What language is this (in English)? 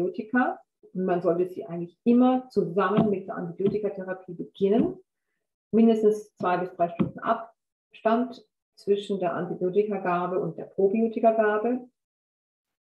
German